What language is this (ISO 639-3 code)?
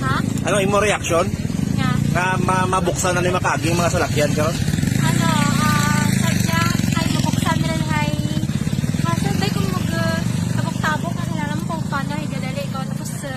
hil